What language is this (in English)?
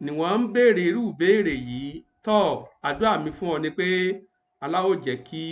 Yoruba